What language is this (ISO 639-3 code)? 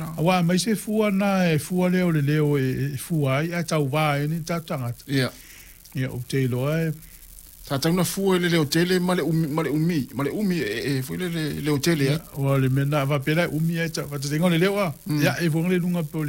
smo